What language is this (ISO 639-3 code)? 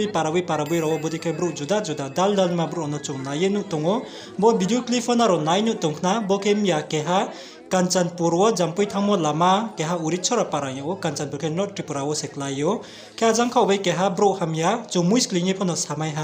ria